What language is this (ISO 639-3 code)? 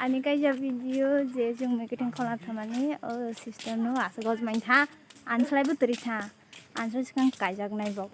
trp